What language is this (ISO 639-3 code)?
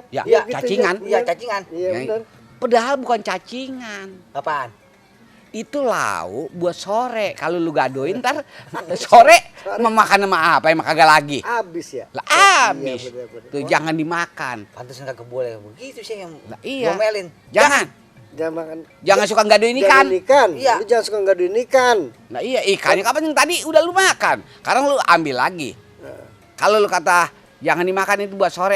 bew